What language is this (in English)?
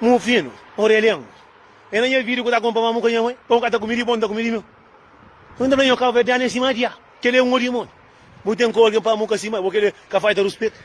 Kabuverdianu